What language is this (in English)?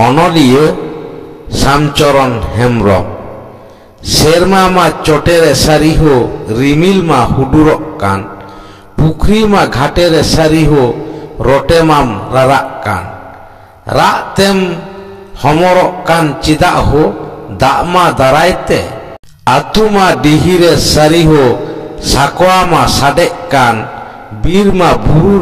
Santali